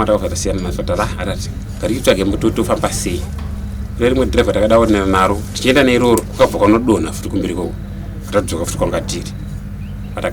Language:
Shona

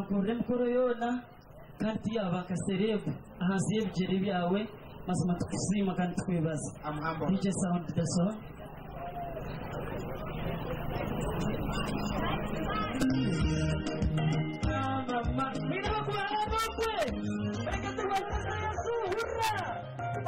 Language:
Kinyarwanda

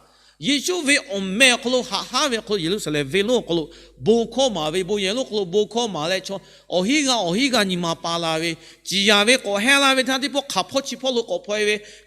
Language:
Lahu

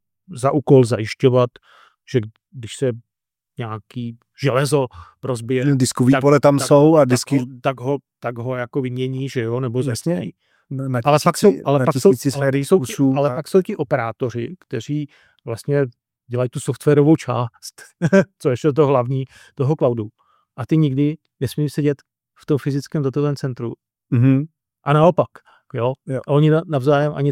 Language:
Czech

